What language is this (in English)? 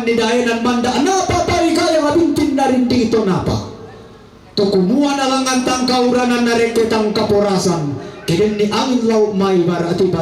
Toraja-Sa'dan